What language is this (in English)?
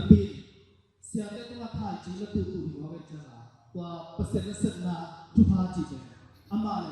Tedim Chin